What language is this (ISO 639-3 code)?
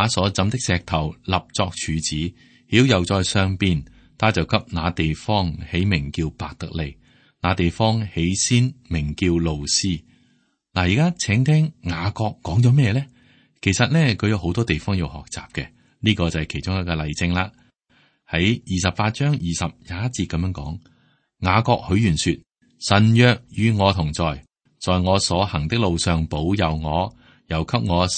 yue